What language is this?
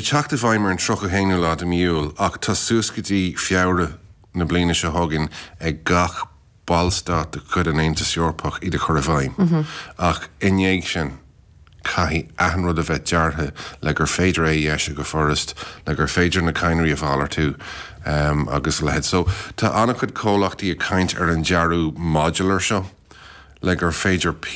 Irish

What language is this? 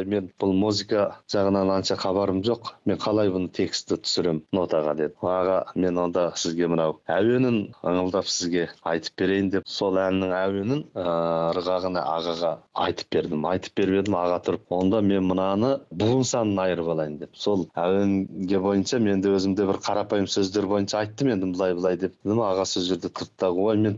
Kazakh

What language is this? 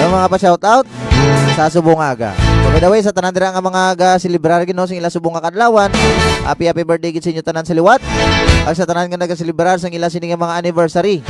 Hiligaynon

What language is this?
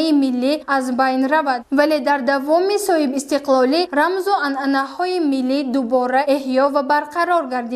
Tajik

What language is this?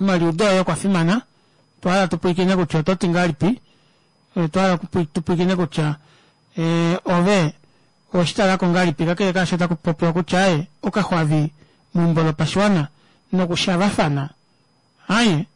Kuanyama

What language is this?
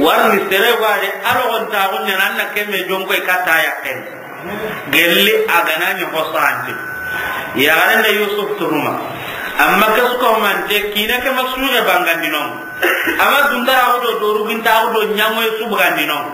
Soninke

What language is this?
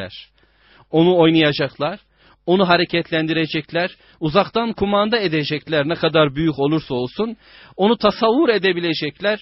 Turkish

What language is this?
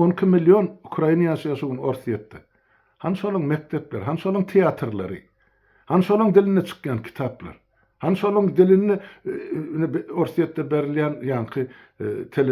Turkmen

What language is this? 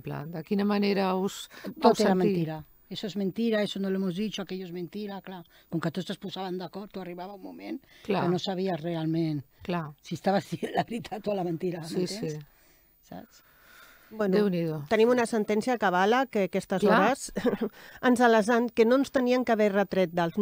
Catalan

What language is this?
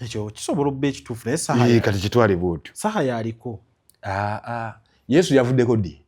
Ganda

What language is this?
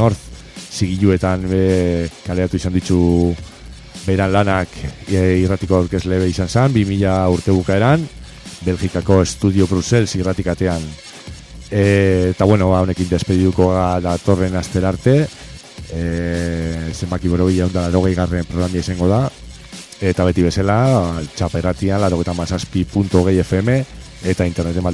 Basque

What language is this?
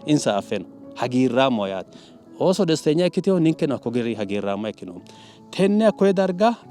Sidamo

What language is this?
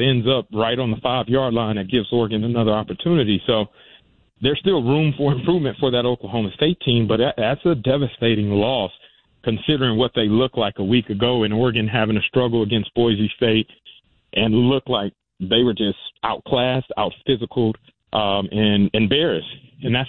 English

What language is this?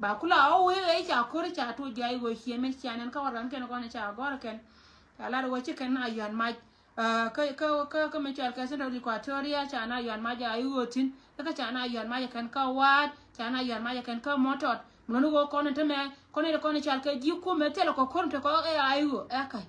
Nuer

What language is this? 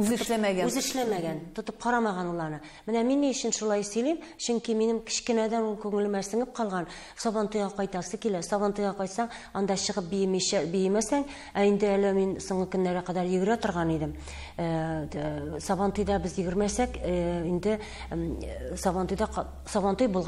Tatar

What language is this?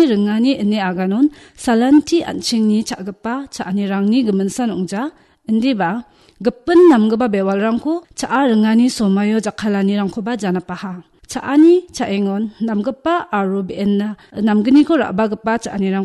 Garo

